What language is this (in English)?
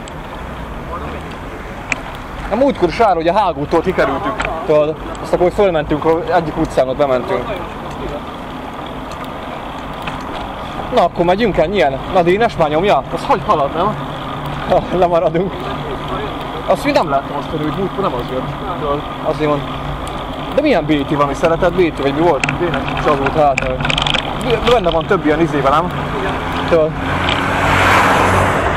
Hungarian